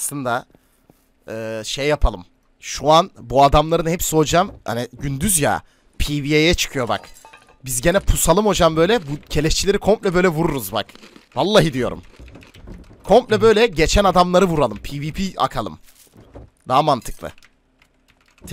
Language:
Turkish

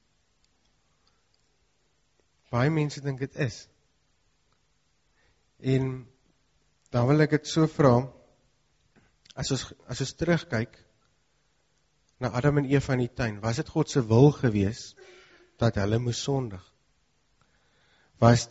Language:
Afrikaans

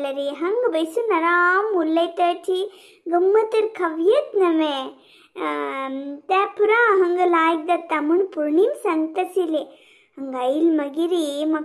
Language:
Konkani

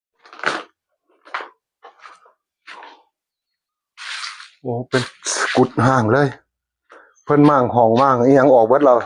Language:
Northeastern Thai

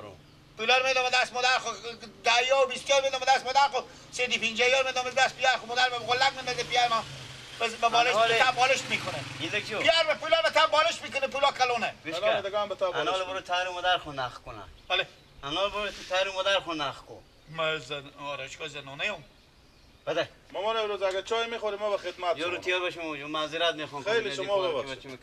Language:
Persian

